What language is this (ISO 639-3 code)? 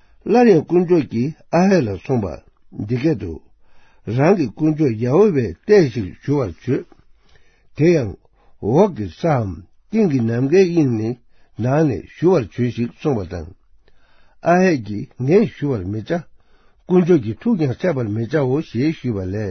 bod